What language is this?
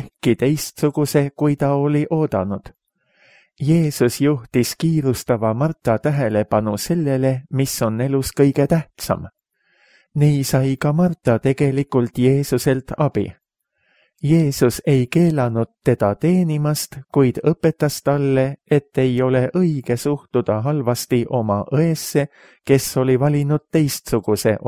Estonian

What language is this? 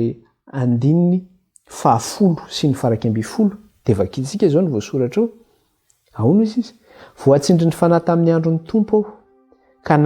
Malagasy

